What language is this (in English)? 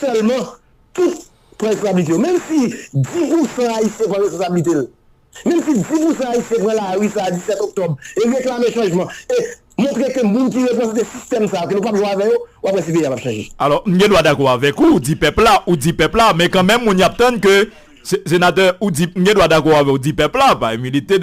Haitian Creole